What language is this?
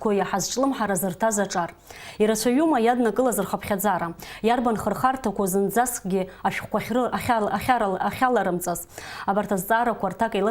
Abkhazian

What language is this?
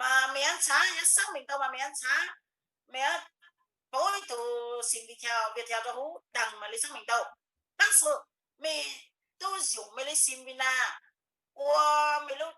Hmong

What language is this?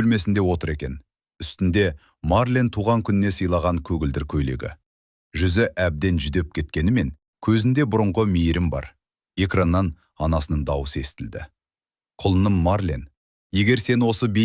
Kazakh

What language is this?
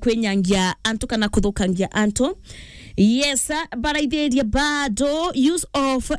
Meru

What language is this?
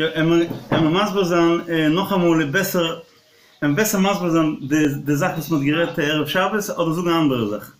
Yiddish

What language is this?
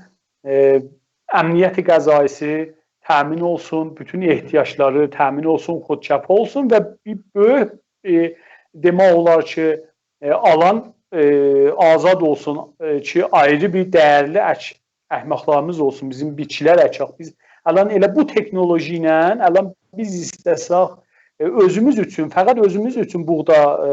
South Azerbaijani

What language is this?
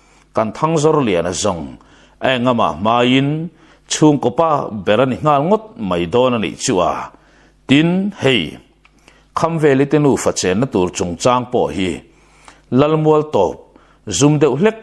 Mizo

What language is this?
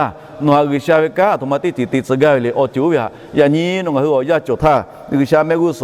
Lahu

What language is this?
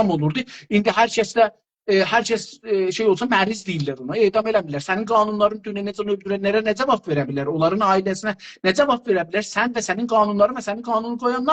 South Azerbaijani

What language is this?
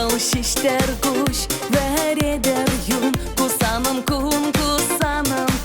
Chuvash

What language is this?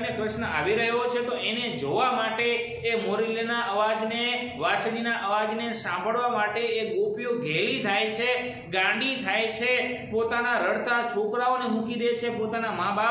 Gujarati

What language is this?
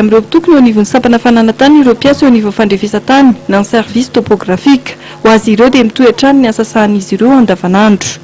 Malagasy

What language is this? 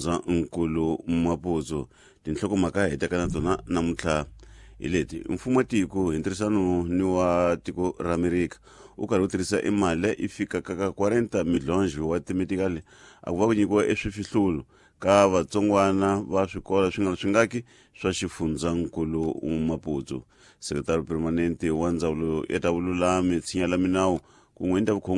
Tsonga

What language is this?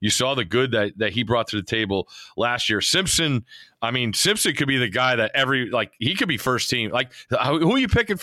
English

